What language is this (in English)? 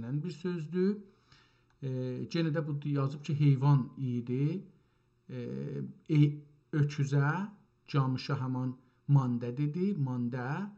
South Azerbaijani